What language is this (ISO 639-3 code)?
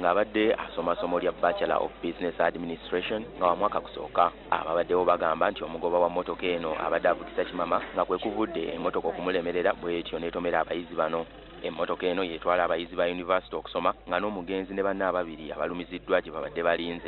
lug